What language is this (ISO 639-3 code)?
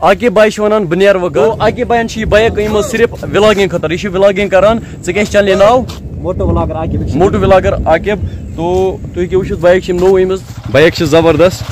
kas